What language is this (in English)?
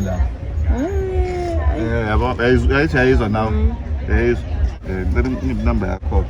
Zulu